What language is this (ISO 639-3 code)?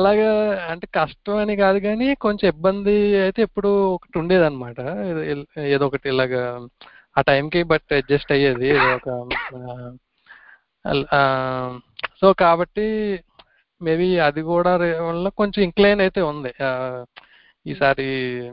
tel